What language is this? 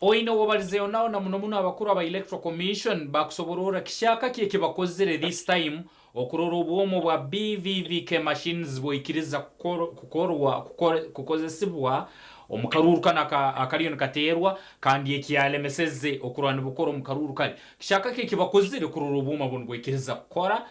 Nyankole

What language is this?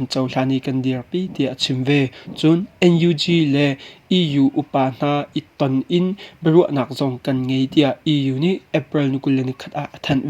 Hakha Chin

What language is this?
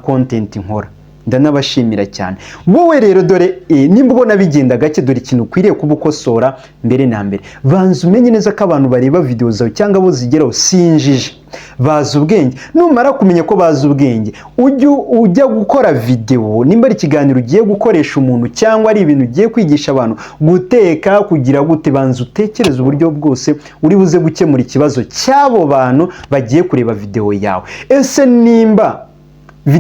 Kinyarwanda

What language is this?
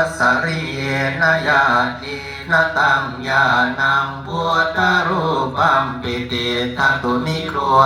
Pali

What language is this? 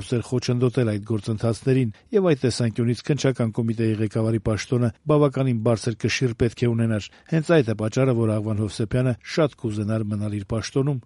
Armenian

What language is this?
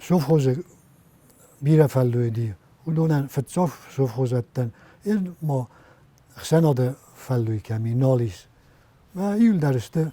Ossetic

